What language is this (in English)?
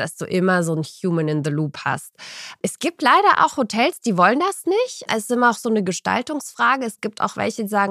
German